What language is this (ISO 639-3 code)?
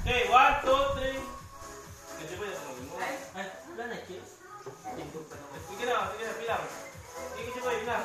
ceb